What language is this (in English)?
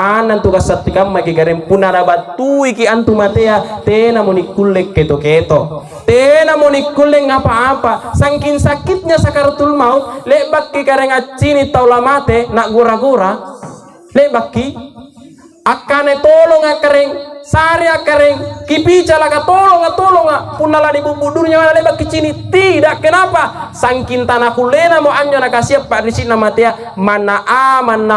Makasar